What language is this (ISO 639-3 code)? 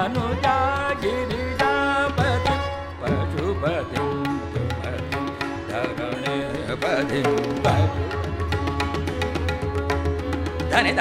kan